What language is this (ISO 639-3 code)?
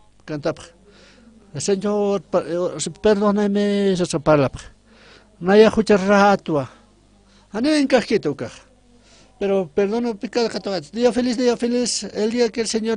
aym